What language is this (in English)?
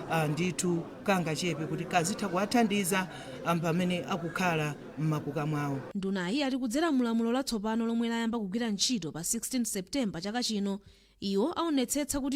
Nyanja